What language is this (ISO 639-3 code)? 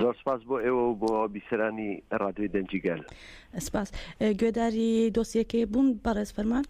ckb